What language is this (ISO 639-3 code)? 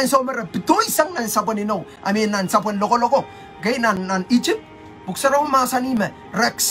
pon